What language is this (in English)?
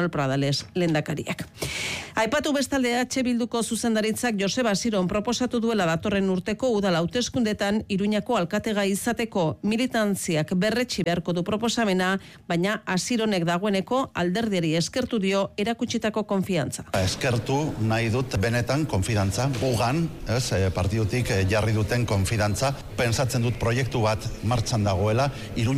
Basque